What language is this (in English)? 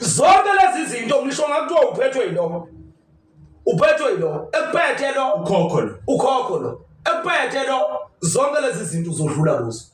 Zulu